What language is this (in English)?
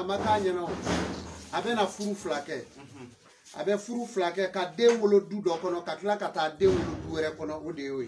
Bambara